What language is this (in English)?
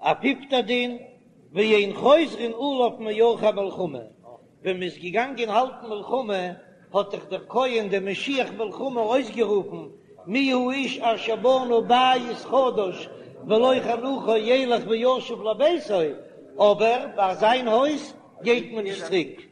Yiddish